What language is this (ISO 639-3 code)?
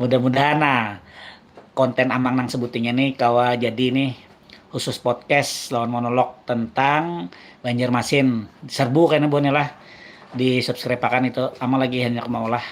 bjn